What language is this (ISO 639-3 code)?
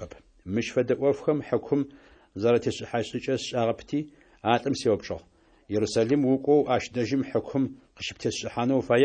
ady